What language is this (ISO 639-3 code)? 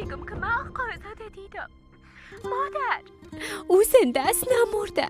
fas